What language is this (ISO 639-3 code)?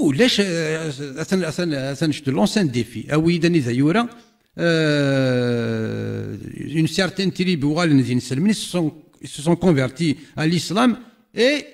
kab